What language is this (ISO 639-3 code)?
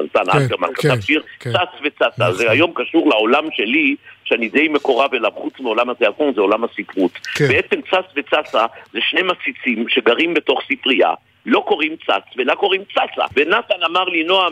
heb